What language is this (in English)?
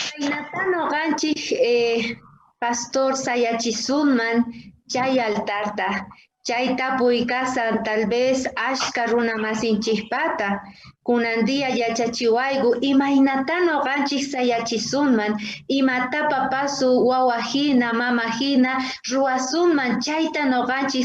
South Bolivian Quechua